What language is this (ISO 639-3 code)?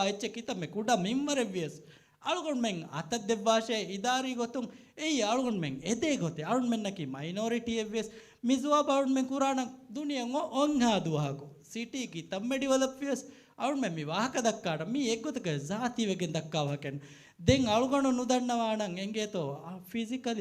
div